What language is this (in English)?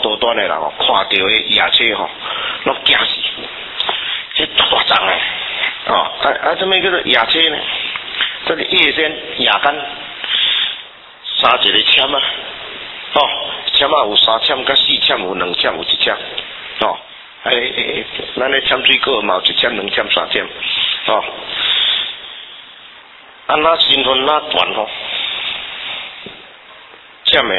Min Nan Chinese